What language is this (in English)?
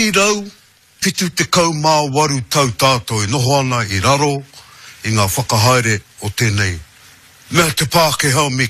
Māori